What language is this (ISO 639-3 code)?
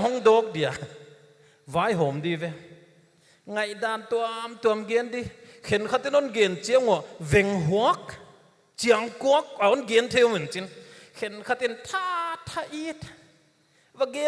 pck